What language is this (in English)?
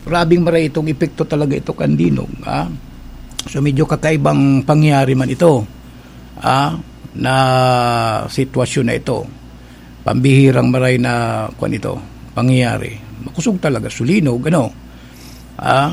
Bikol